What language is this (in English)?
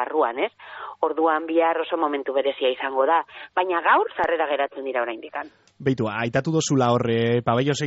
Basque